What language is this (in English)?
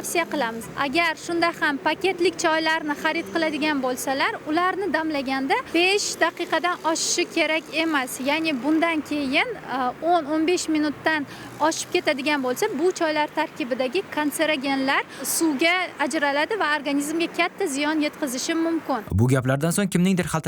Uzbek